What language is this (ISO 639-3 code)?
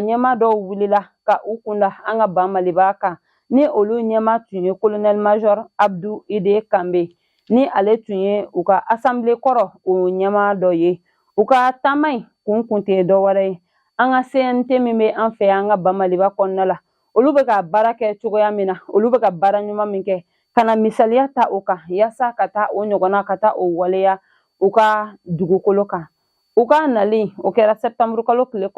bam